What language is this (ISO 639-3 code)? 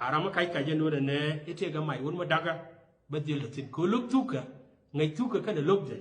nus